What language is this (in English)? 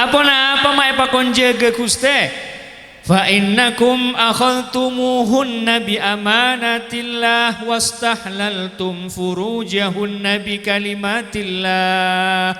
Madurese